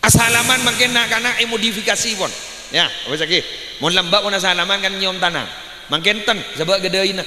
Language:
Madurese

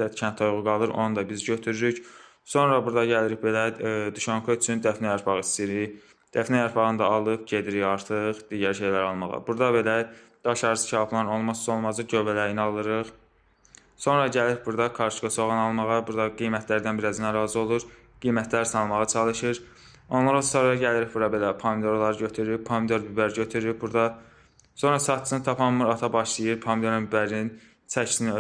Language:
Azerbaijani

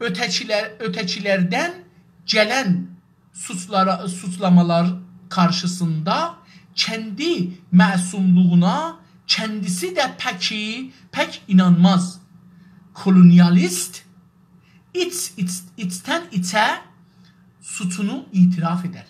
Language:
South Azerbaijani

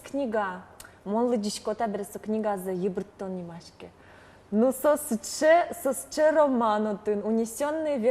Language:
Udmurt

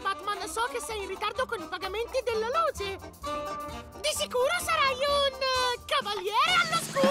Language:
Italian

